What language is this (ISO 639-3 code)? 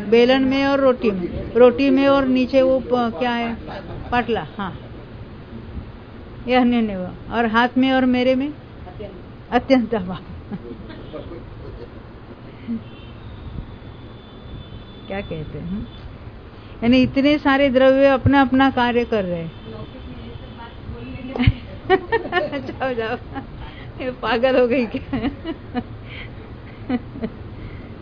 hin